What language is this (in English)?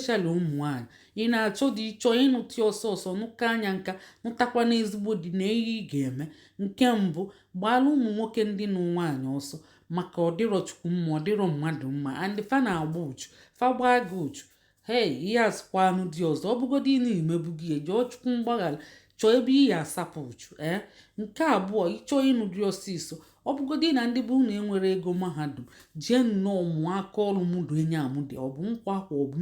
Igbo